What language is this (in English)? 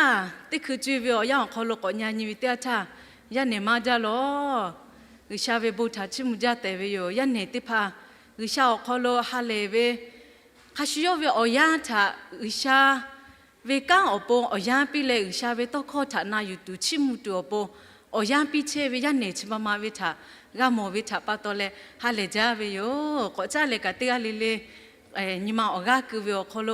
Lahu